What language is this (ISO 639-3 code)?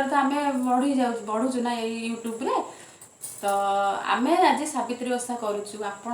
ori